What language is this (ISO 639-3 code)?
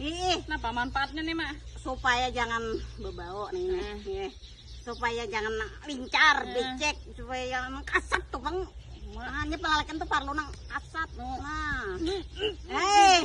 bjn